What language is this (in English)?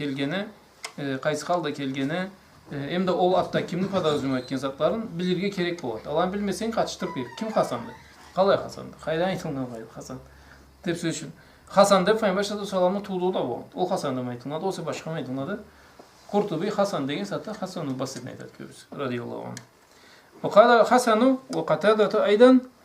Karachay-Balkar